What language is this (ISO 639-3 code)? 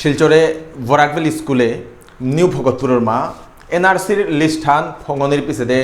bpy